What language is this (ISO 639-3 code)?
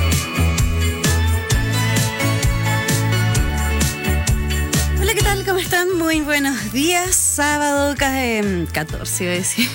spa